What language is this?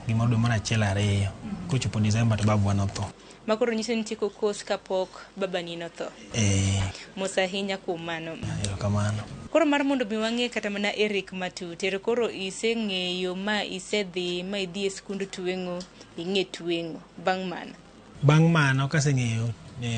Luo (Kenya and Tanzania)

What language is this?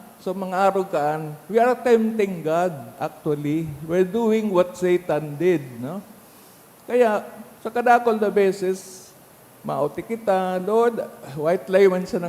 Bikol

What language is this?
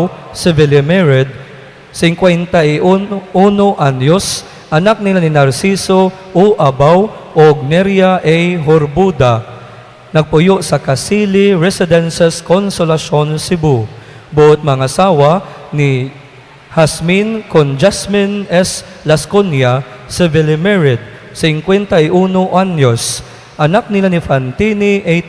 Cebuano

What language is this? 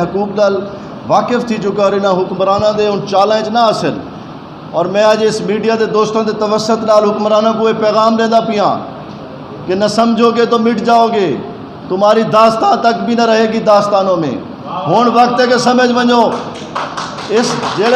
Saraiki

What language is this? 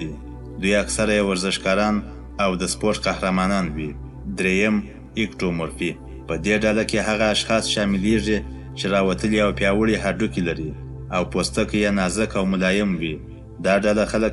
Pashto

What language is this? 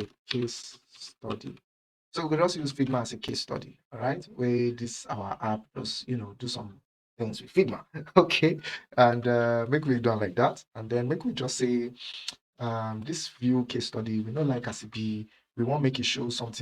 Nigerian Pidgin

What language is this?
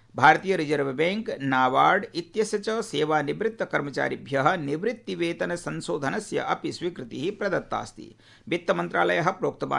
Sanskrit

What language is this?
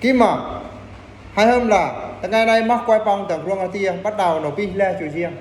Eastern Bru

